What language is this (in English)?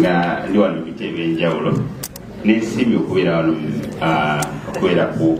Soga